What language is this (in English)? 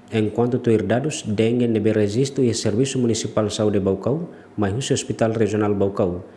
Tetum